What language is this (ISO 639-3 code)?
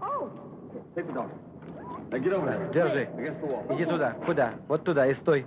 ady